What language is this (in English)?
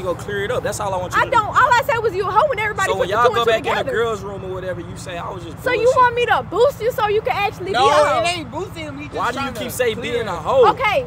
English